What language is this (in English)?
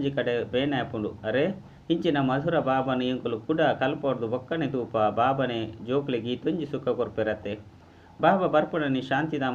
Tulu